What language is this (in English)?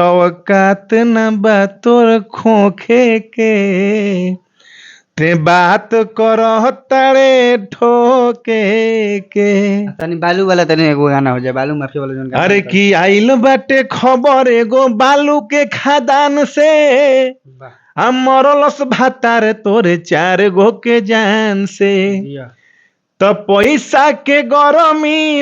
Bhojpuri